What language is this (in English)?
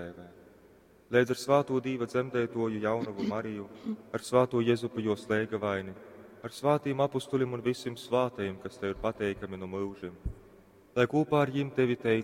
Latgalian